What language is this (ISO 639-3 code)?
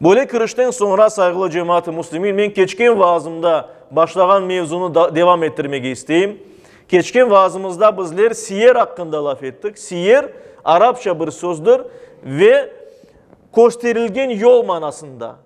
crh